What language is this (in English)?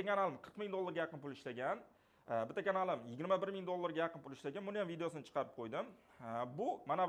Uzbek